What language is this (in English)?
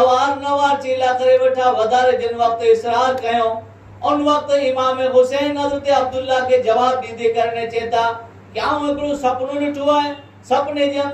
Kachhi